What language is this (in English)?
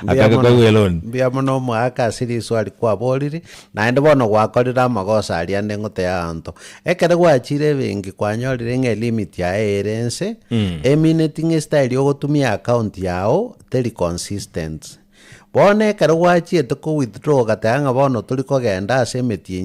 Gusii